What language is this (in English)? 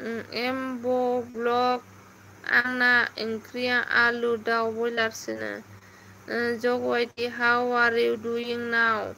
Bodo